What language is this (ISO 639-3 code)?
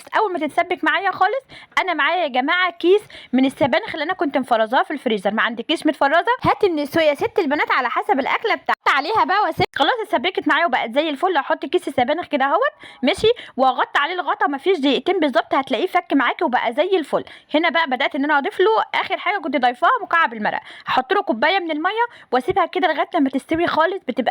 arz